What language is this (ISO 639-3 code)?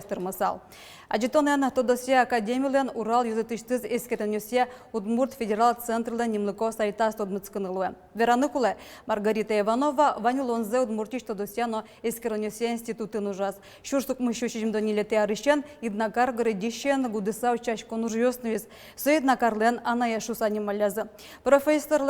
udm